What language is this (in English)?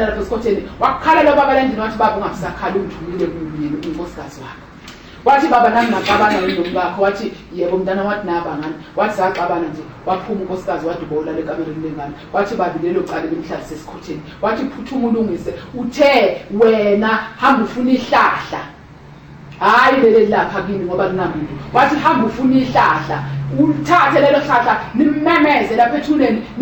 Zulu